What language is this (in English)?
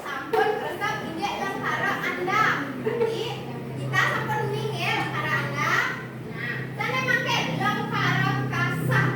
Balinese